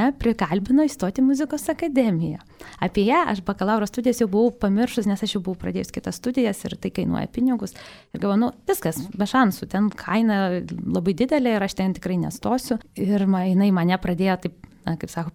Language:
Lithuanian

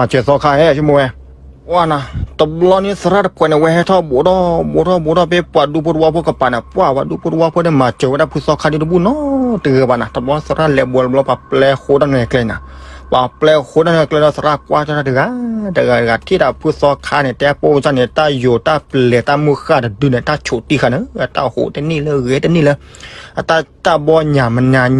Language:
S'gaw Karen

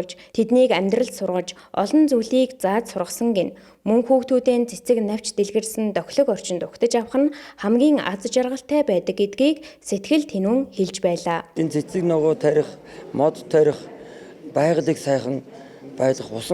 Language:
Mongolian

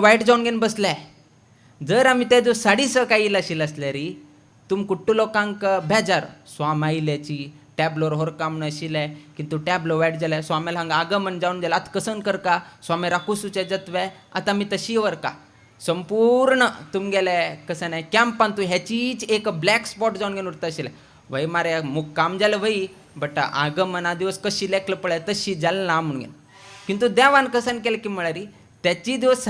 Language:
Konkani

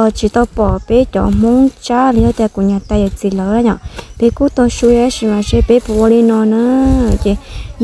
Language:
Hmong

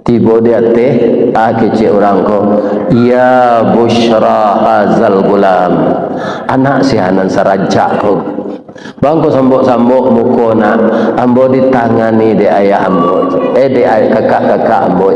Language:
Minangkabau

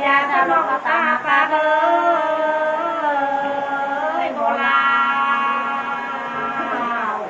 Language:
Nung (Viet Nam)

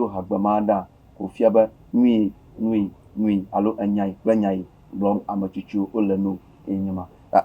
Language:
Ewe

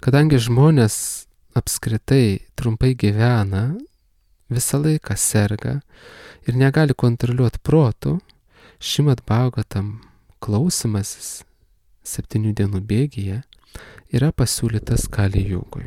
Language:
Lithuanian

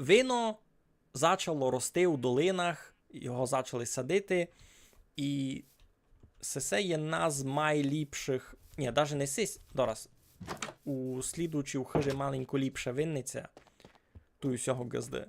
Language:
Rusyn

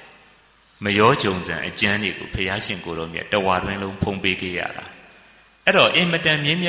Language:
Burmese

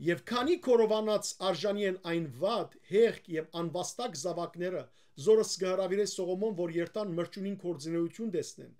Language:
Western Armenian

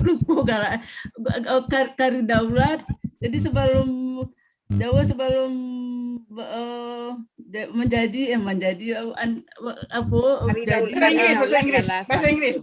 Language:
Minangkabau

